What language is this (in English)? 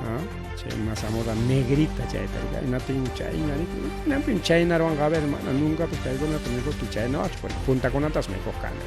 Ayacucho Quechua